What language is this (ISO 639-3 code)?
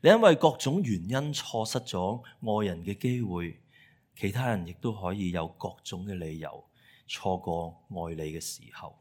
yue